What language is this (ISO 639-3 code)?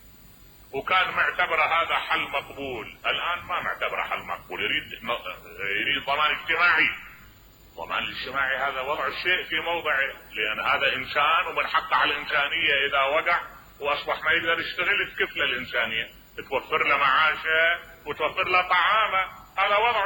acm